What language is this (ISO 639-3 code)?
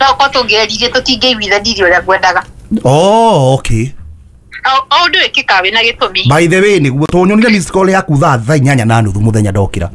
kik